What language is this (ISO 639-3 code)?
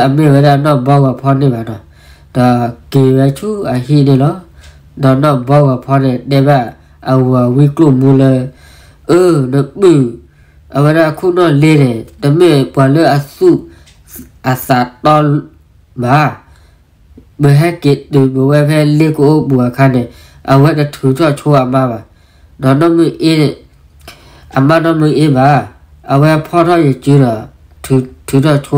ksw